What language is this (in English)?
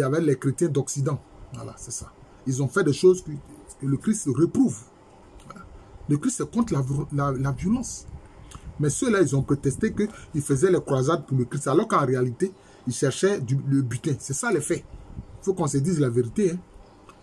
French